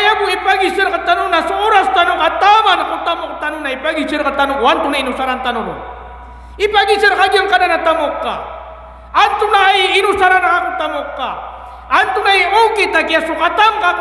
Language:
Maranao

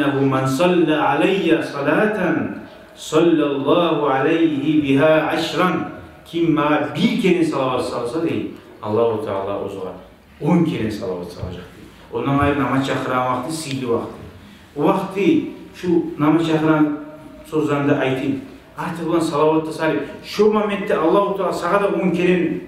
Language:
Kumyk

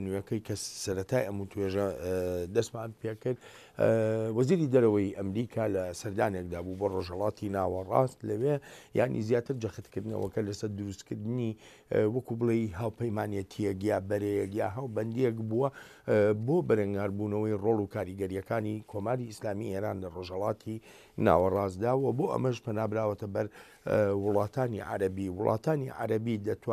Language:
Central Kurdish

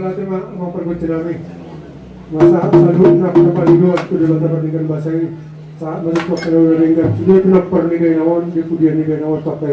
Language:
Batak Toba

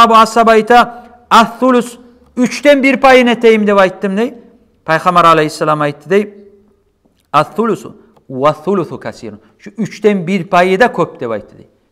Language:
Kumyk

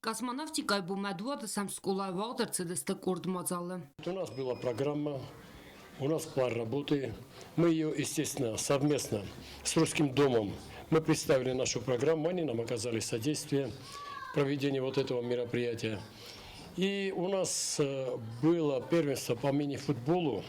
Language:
Ossetic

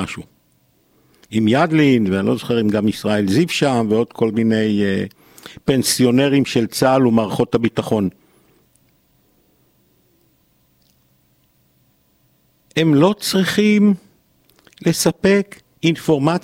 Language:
Hebrew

